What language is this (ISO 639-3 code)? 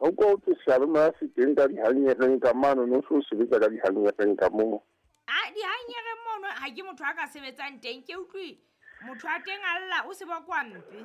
sot